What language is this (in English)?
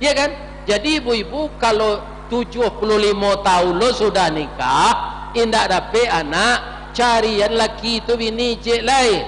Minangkabau